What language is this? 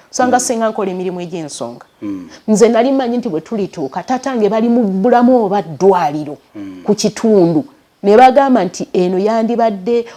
Ganda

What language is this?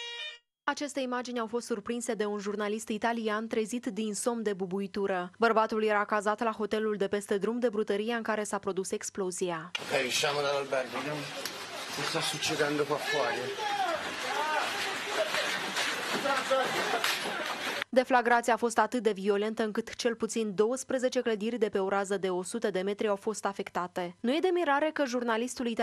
Romanian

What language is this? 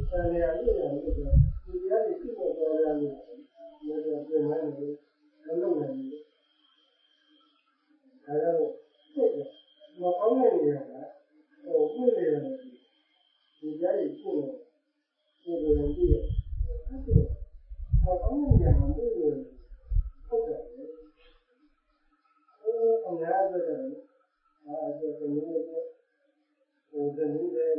Burmese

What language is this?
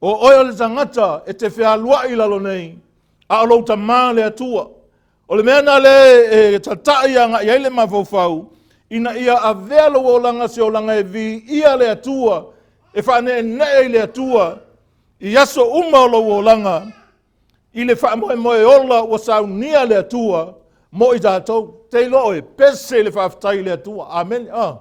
Samoan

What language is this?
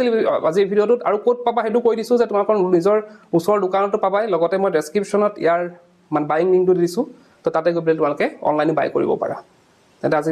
Assamese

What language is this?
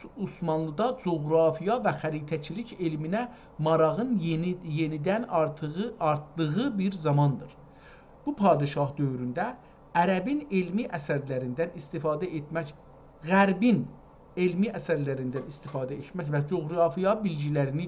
South Azerbaijani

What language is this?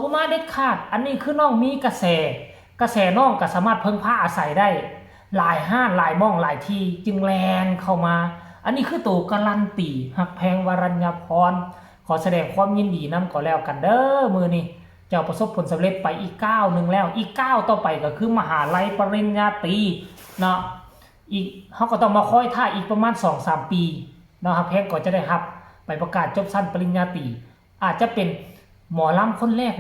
Northeastern Thai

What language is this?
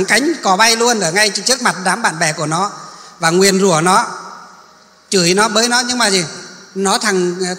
Vietnamese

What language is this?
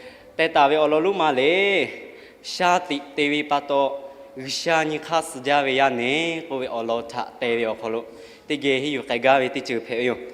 Lahu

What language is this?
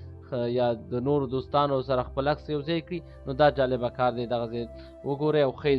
Pashto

